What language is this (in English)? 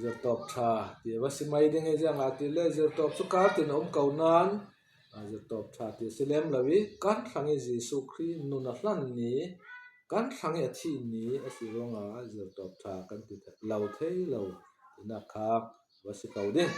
Falam Chin